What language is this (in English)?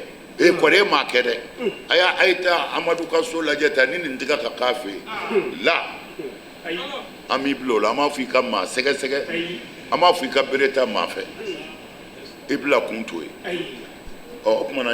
Bambara